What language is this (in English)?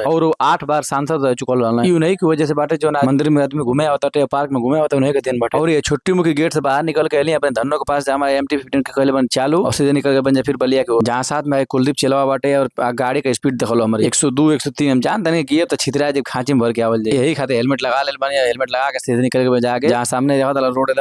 Bhojpuri